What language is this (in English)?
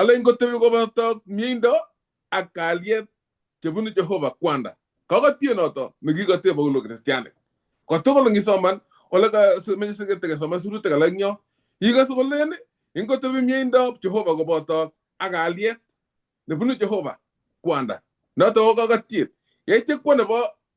Kalenjin